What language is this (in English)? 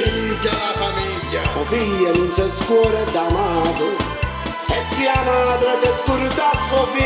Neapolitan